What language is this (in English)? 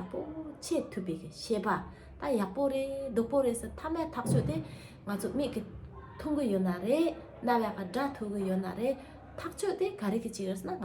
Tibetan